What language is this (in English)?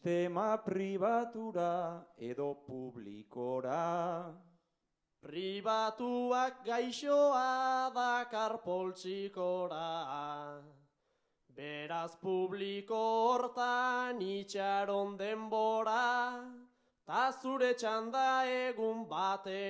Basque